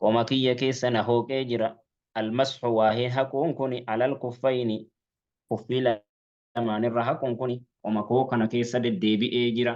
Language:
Oromo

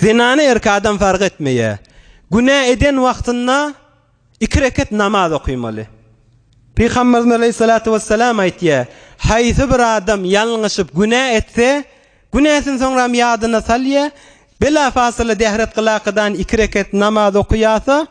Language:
Turkmen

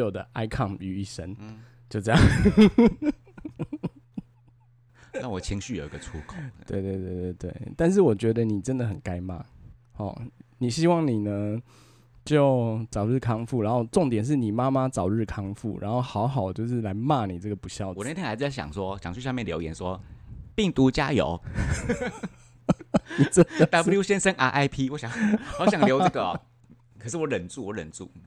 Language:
Chinese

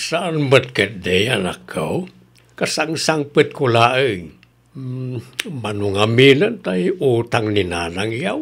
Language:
Iloko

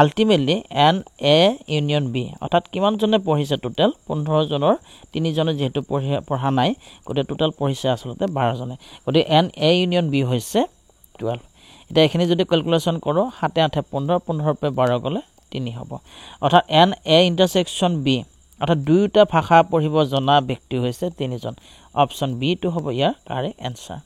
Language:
Assamese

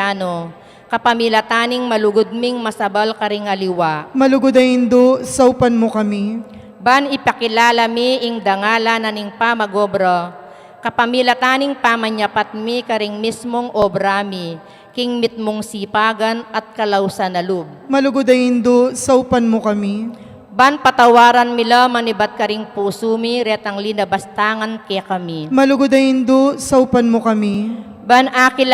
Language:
Pampanga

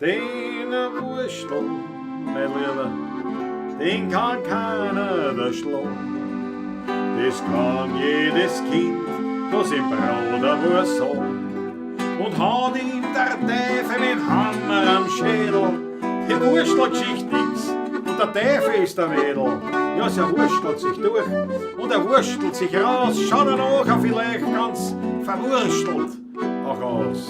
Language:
Bavarian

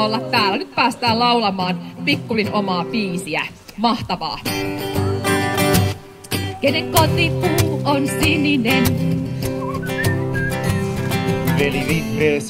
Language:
Finnish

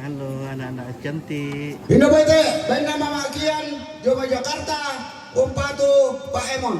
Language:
Toraja-Sa'dan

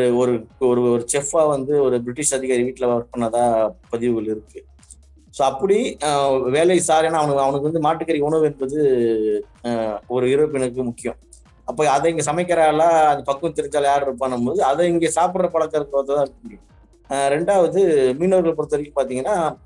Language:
Tamil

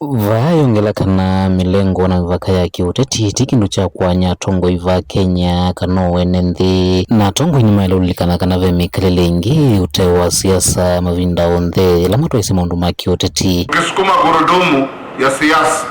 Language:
Kamba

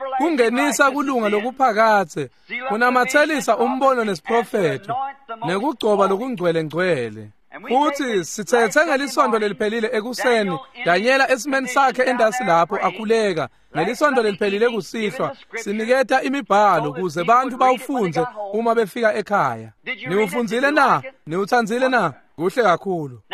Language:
Swati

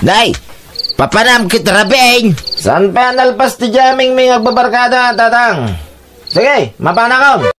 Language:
Iloko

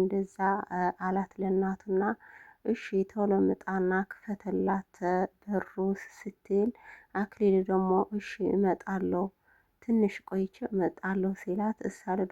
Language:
Amharic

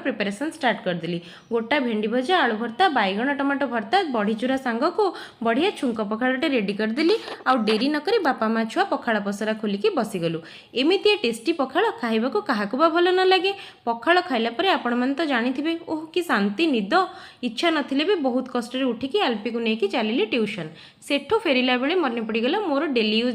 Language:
Odia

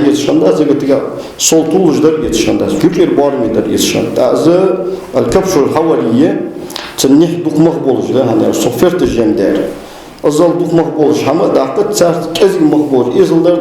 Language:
Ingush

